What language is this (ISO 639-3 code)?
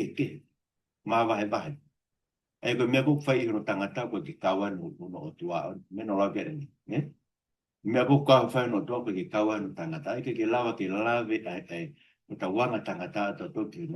ton